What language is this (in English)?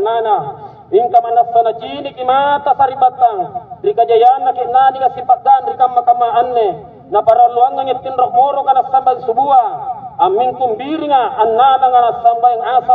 Makasar